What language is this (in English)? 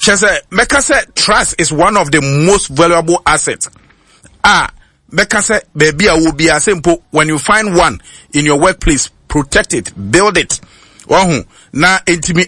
Akan